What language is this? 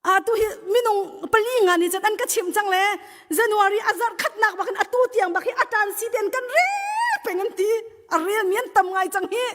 Hakha Chin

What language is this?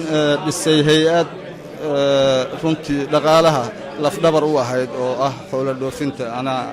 Somali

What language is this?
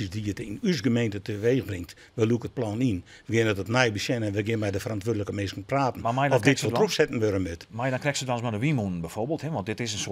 Western Frisian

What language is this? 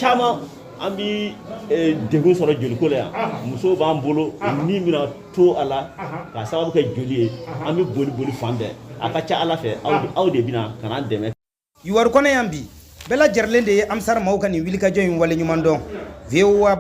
Bambara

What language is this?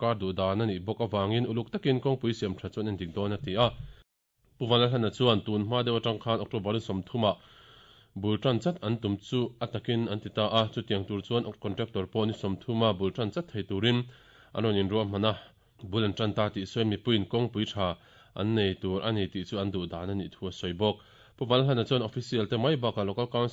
Mizo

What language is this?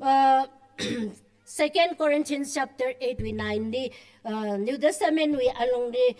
Tangkhul Naga (India)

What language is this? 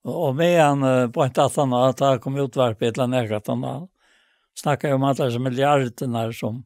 Faroese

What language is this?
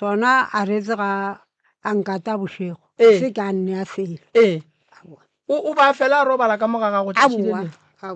Northern Sotho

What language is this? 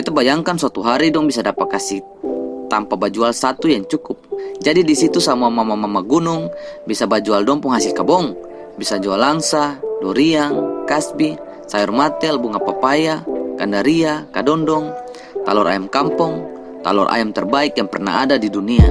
Ambonese Malay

